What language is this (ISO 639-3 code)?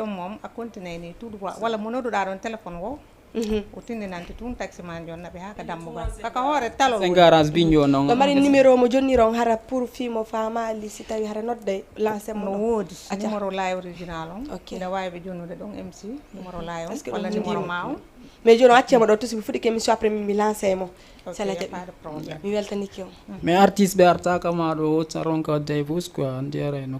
ful